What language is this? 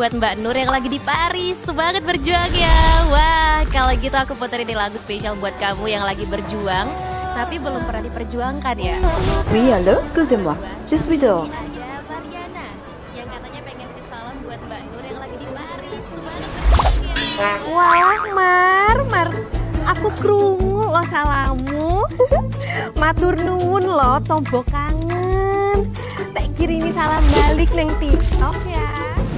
Banjar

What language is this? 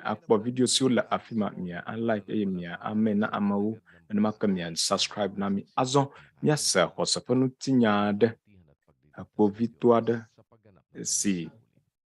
Ewe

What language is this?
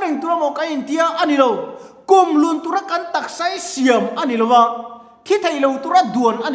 Mizo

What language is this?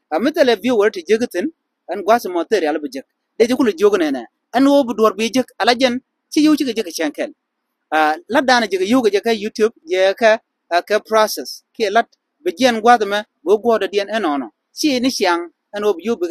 Nuer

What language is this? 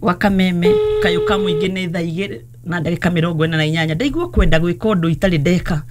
Kikuyu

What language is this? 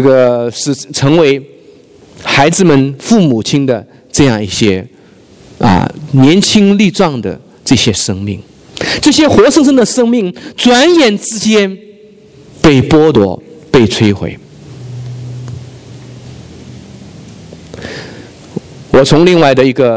Chinese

